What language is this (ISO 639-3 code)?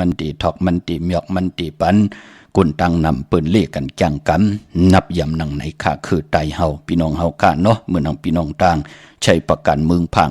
shn